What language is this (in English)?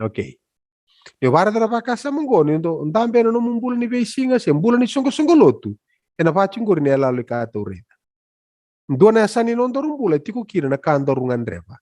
Fijian